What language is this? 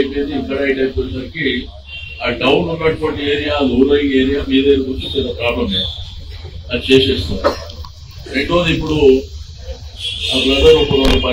Telugu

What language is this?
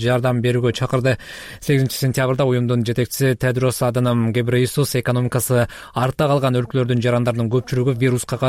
Kyrgyz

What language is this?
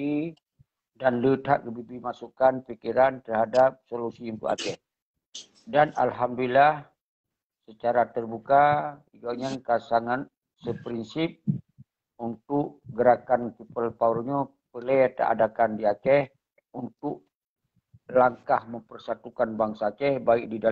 Achinese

